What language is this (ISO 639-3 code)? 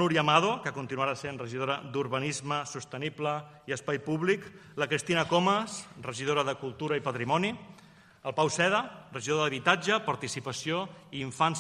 cat